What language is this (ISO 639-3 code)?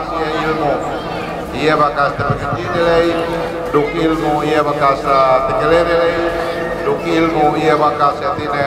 yka